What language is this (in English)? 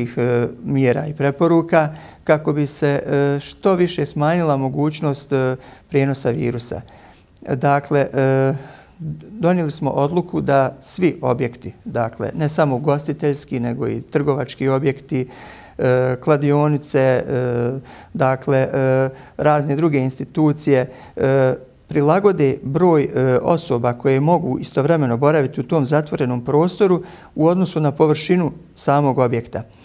Bosnian